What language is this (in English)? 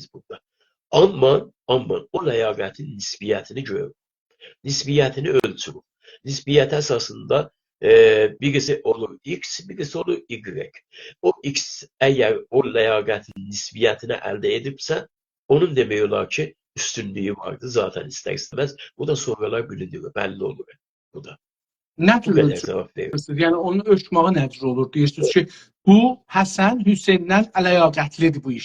South Azerbaijani